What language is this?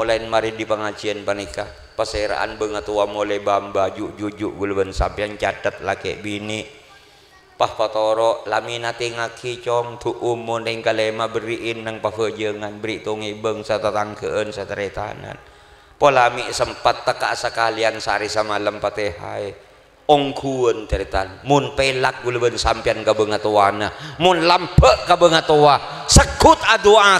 Madurese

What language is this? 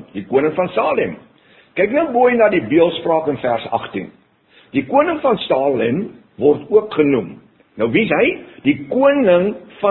Afrikaans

